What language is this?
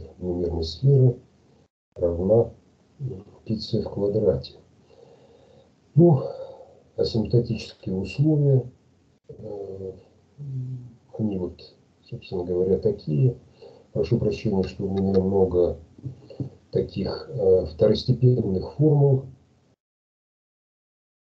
Russian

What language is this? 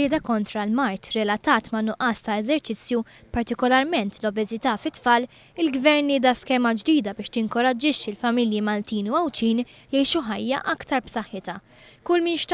Maltese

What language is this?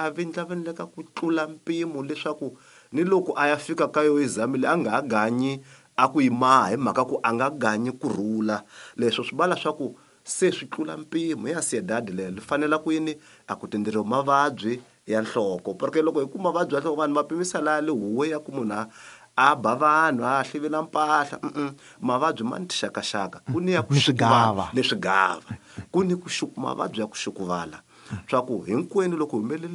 Tsonga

